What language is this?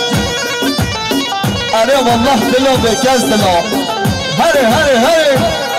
Persian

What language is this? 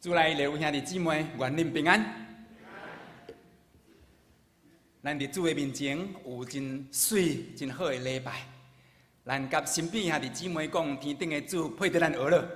Min Nan Chinese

